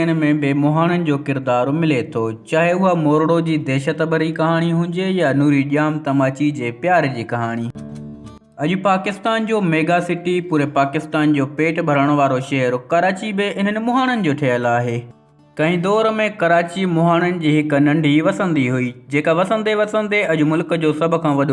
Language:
Sindhi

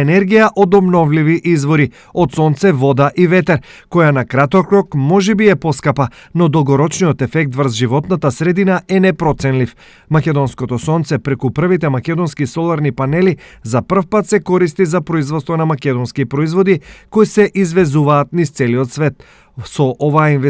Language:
Macedonian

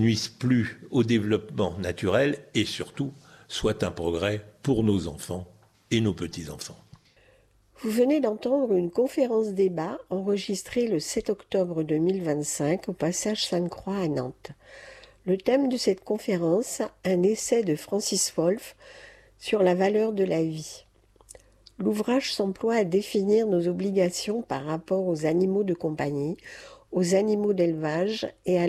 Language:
French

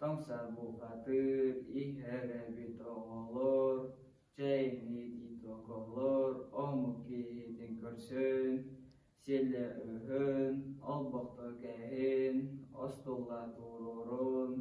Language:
Yakut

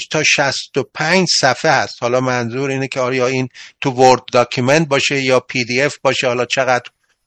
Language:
Persian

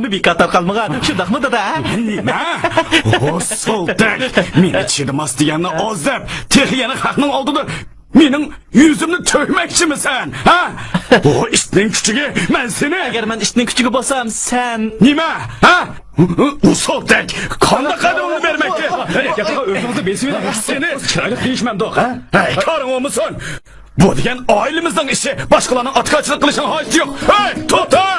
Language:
Uyghur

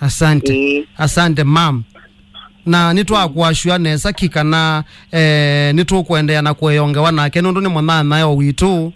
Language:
Kamba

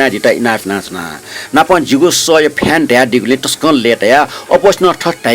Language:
Newari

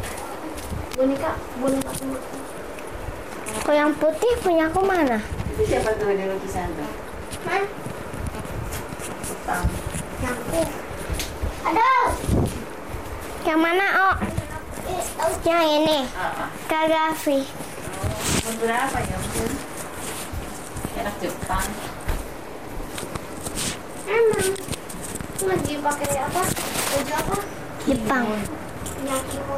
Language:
Indonesian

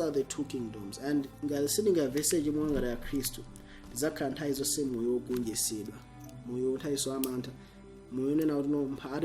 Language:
Nyanja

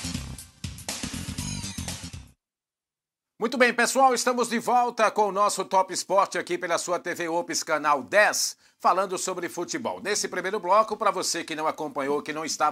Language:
Portuguese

